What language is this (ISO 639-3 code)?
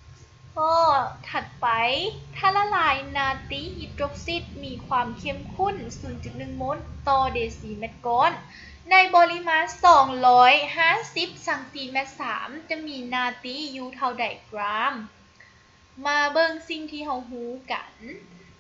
lao